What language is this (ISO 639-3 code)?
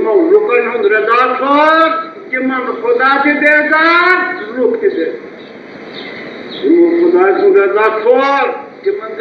kas